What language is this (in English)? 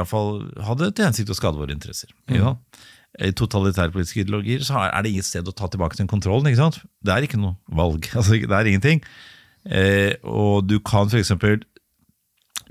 Norwegian